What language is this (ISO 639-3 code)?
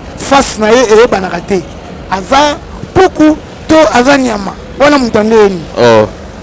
lin